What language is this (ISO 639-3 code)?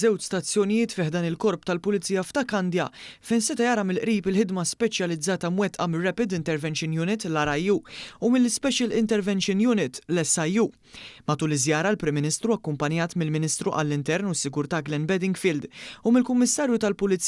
mlt